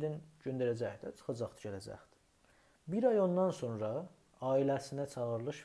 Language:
South Azerbaijani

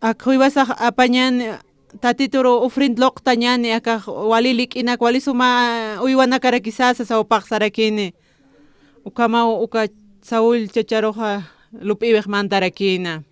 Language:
Aymara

